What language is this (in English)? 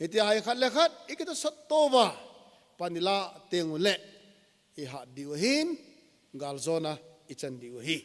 Thado Chin